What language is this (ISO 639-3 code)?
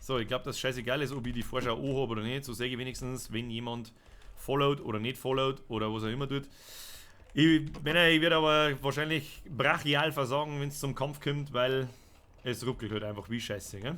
bar